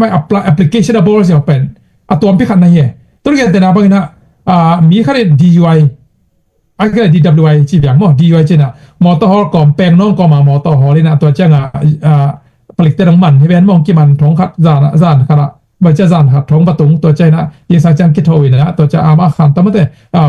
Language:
Tedim Chin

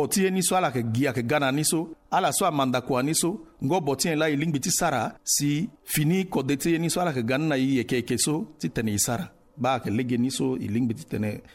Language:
Sango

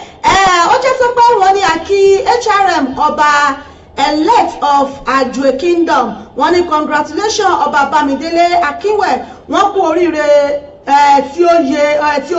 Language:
Yoruba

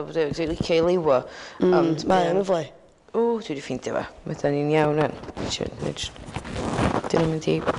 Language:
Welsh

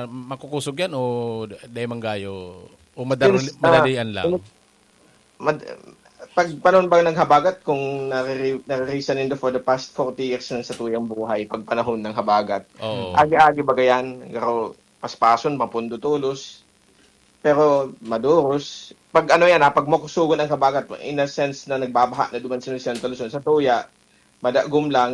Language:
Bikol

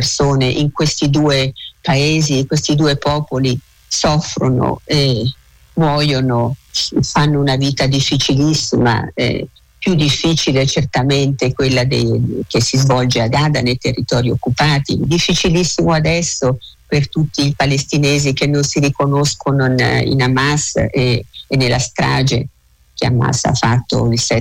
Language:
Italian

